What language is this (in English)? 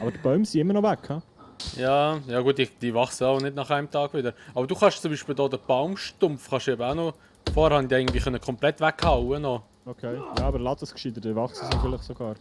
Swiss German